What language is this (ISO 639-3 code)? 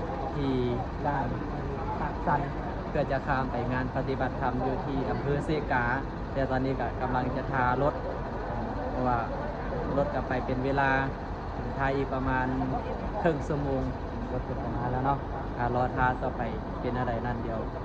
lao